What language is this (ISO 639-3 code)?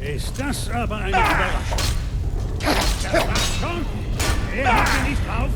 bar